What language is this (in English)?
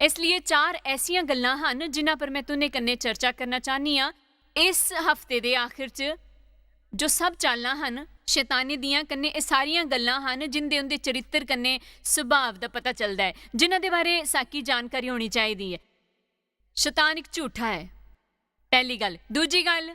Dogri